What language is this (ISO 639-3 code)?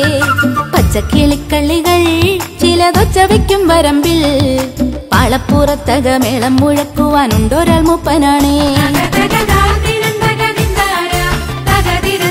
mal